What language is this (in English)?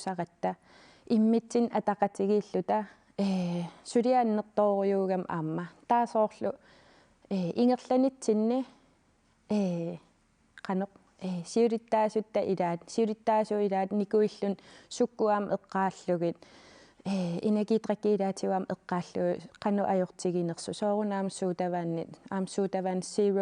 Kalaallisut